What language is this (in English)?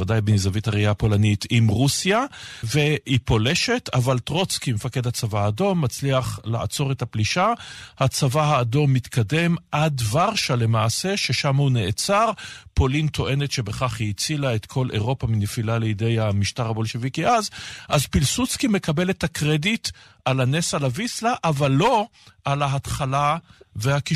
Hebrew